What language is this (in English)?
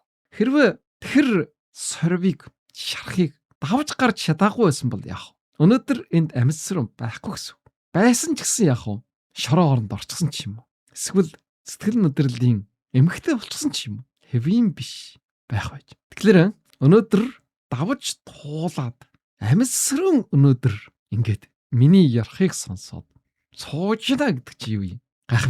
Mongolian